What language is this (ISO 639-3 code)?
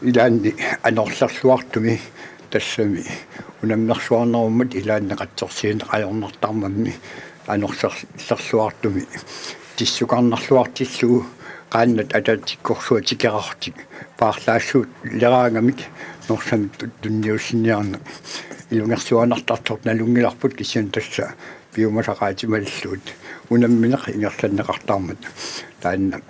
kal